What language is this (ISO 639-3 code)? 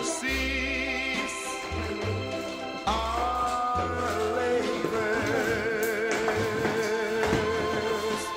eng